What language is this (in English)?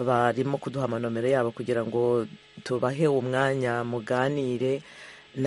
Kinyarwanda